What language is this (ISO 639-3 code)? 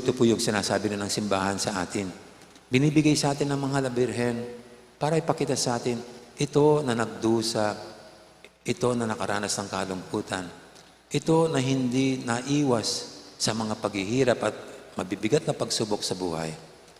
pam